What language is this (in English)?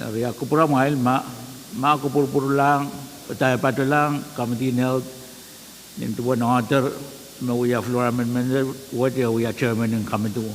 Pohnpeian